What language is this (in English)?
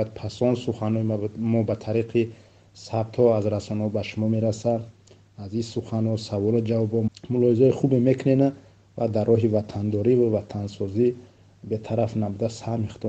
Tajik